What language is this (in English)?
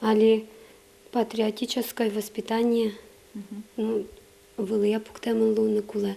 Udmurt